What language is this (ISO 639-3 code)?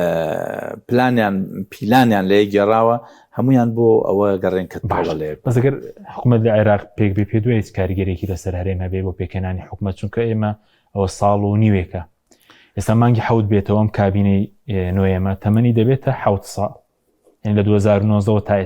ckb